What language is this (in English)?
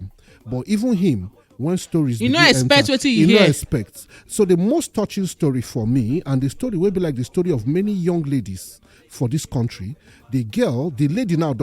Nigerian Pidgin